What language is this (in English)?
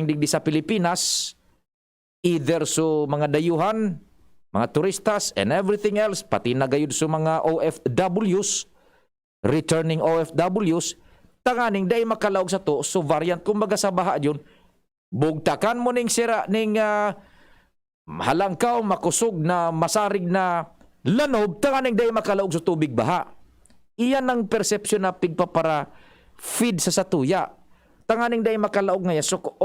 Bikol